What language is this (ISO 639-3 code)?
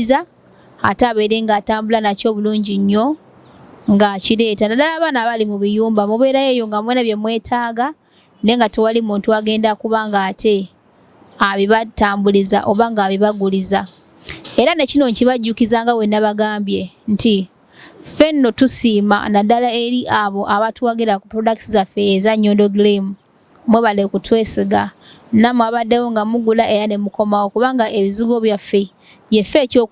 lug